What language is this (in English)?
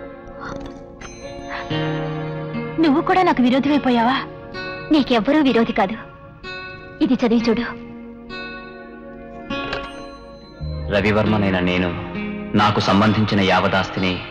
Telugu